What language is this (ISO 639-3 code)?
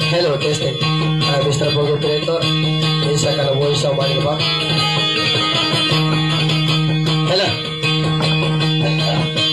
ind